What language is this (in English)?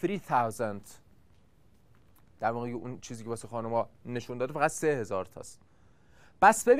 Persian